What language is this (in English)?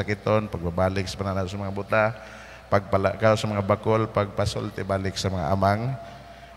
Cebuano